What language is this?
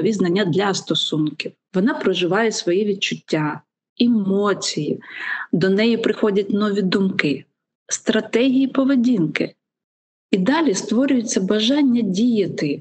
Ukrainian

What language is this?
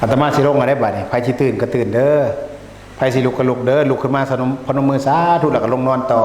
Northeastern Thai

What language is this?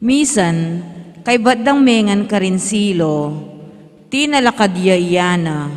Pampanga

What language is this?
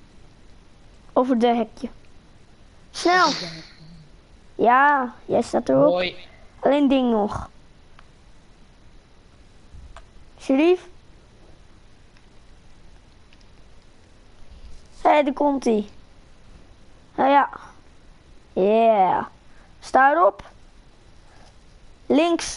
Dutch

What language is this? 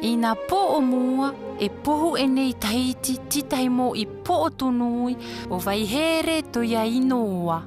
South Marquesan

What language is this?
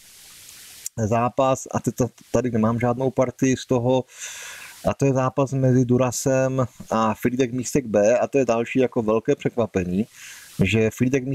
Czech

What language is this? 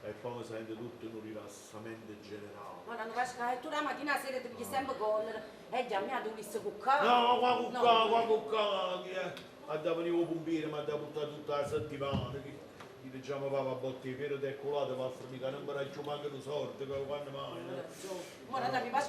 Neapolitan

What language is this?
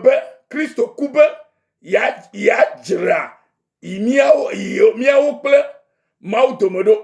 Ewe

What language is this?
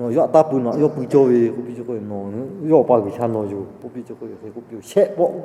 Lahu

